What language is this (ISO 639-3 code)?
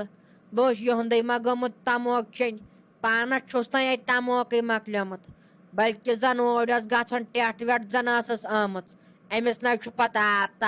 kas